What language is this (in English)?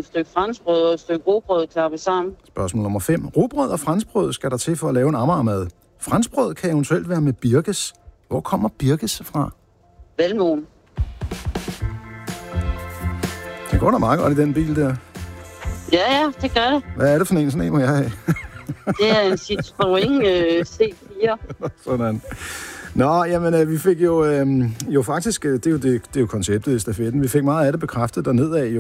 Danish